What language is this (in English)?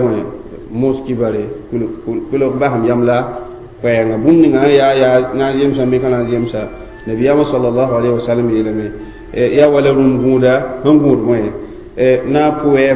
Mossi